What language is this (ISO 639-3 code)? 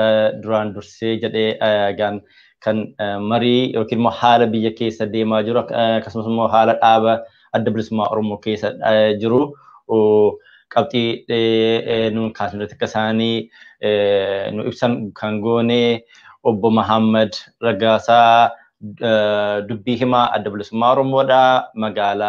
orm